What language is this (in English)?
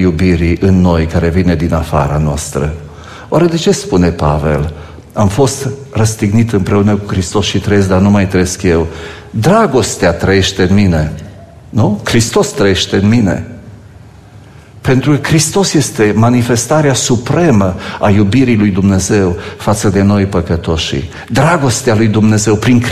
Romanian